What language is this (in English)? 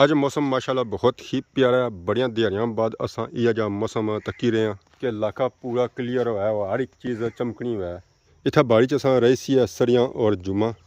Pahari-Potwari